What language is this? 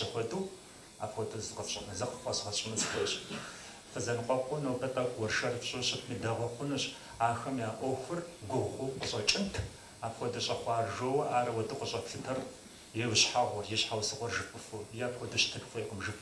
Kabardian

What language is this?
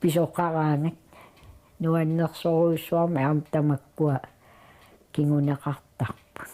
Kalaallisut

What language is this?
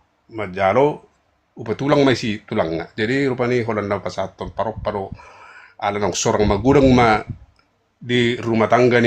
Batak Toba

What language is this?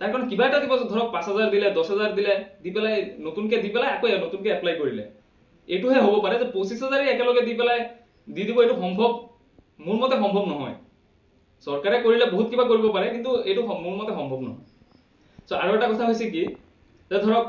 Assamese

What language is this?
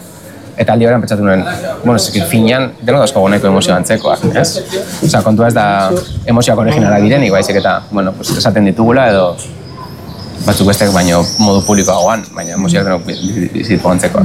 Basque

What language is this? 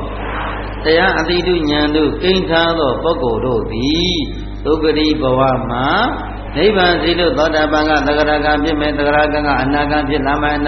Burmese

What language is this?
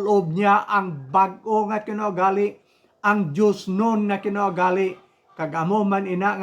Hiligaynon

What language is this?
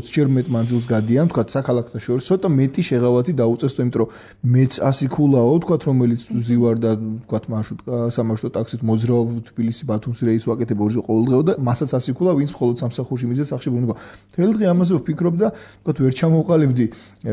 Georgian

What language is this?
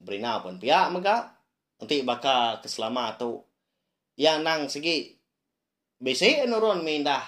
Iban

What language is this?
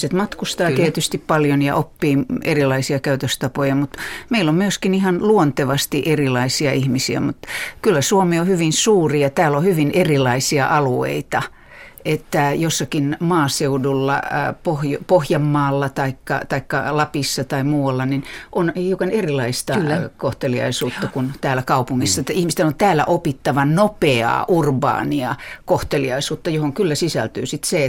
Finnish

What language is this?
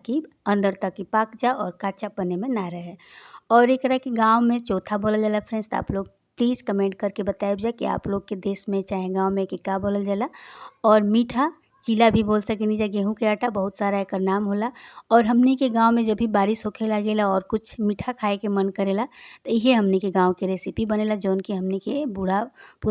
Bhojpuri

